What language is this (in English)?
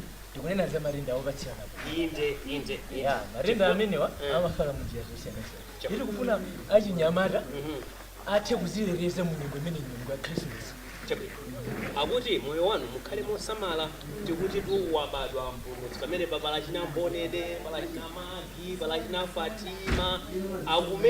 Nyanja